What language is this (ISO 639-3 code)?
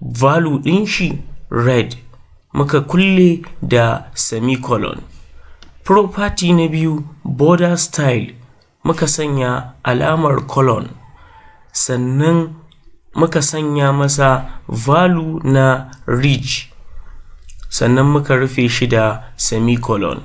hau